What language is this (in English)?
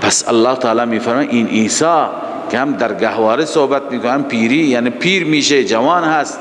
Persian